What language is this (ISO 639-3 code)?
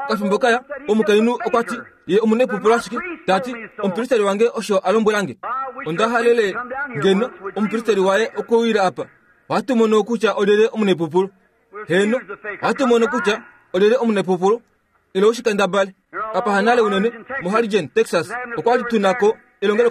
kua